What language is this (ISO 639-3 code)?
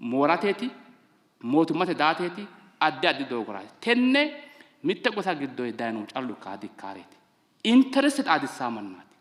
sid